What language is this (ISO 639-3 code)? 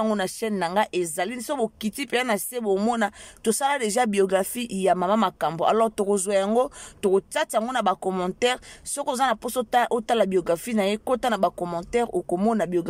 lin